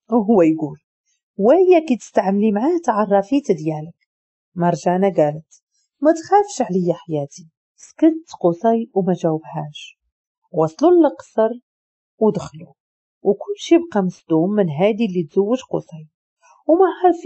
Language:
Moroccan Arabic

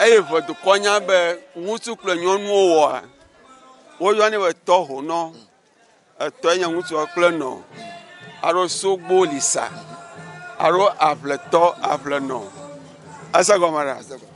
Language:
Ewe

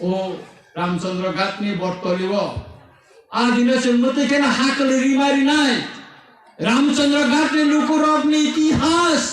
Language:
Kok Borok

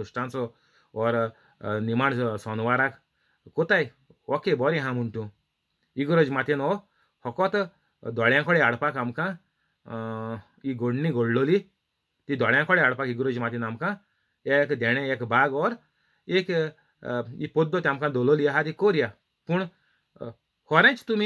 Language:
Konkani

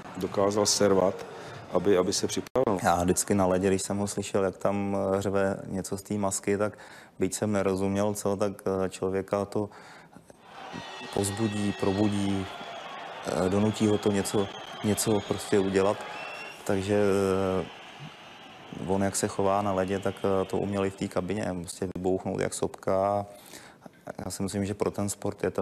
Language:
Czech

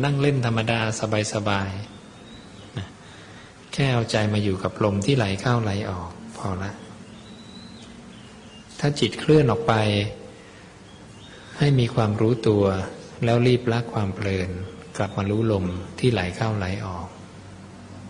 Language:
Thai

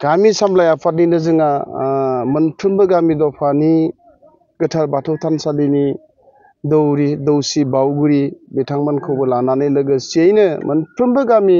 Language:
Bodo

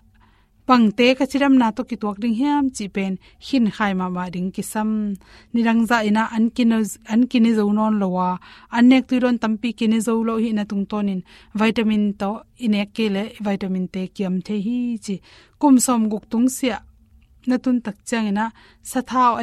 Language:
Tedim Chin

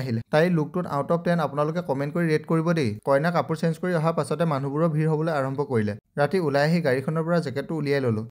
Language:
Assamese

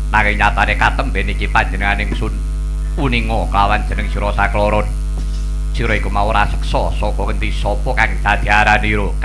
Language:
Javanese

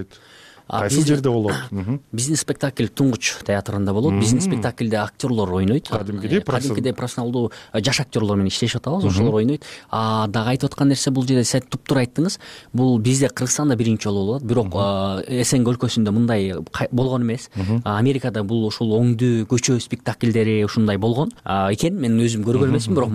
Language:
Kyrgyz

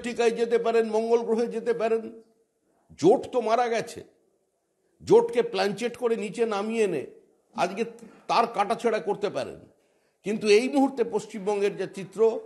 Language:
Bangla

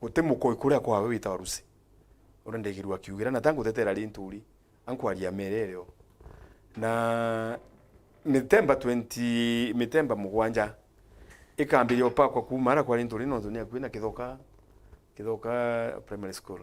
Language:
Meru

